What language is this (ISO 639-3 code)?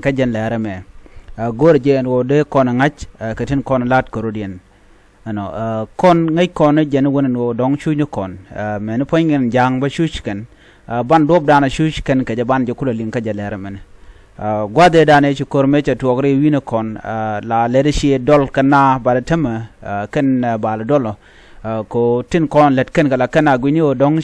nus